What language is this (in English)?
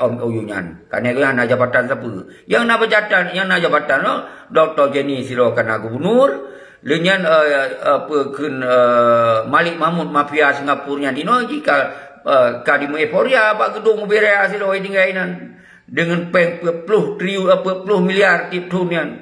Achinese